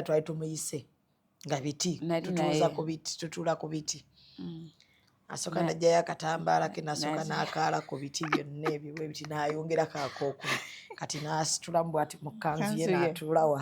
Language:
Ganda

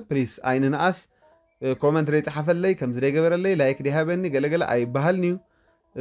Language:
Tigrinya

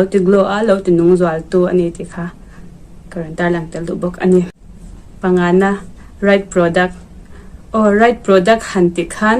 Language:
Mizo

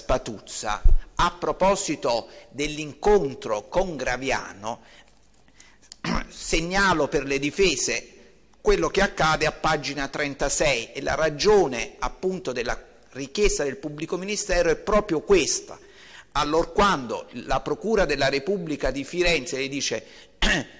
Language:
Italian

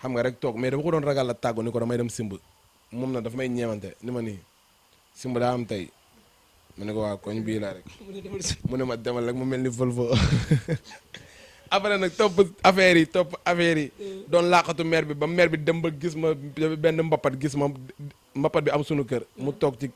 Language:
Wolof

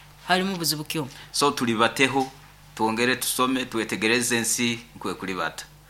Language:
Nyoro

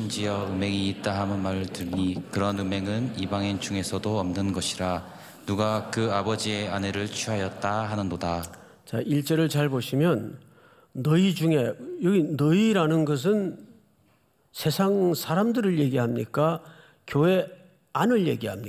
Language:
Korean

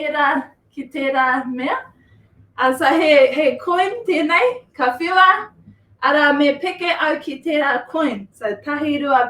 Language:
Māori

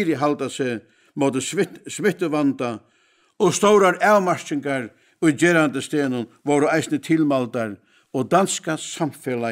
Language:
Faroese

